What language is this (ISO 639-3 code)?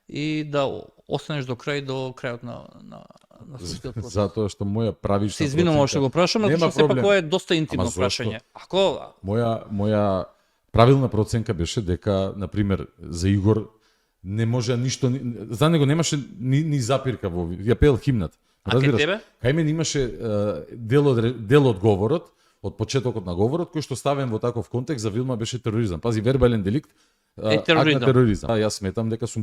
mkd